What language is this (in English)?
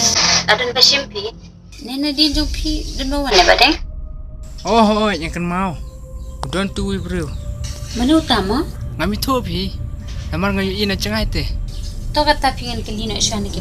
Khasi